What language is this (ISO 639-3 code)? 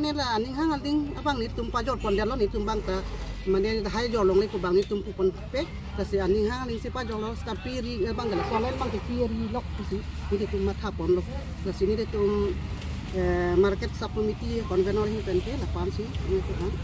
mjw